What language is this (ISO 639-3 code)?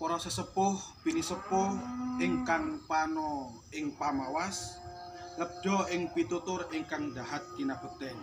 jav